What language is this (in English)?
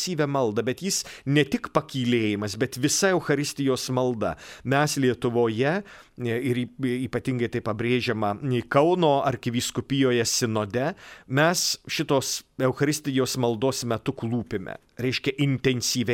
Lithuanian